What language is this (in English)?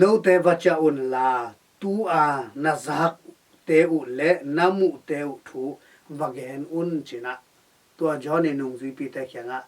Tedim Chin